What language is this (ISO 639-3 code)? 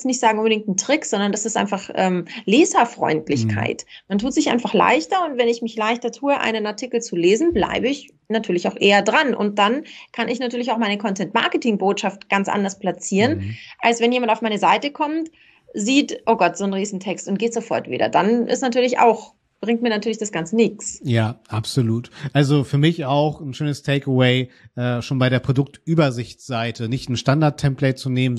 deu